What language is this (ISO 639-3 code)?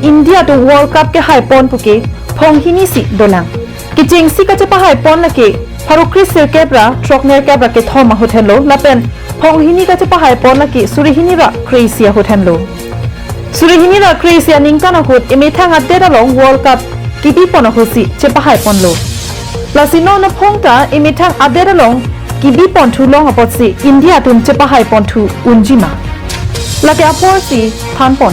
mjw